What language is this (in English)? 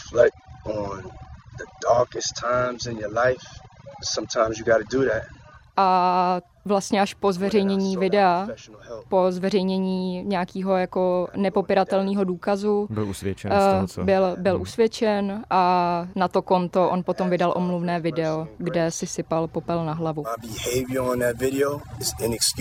Czech